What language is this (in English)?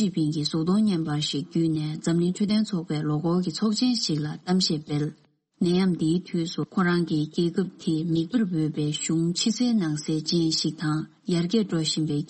Tibetan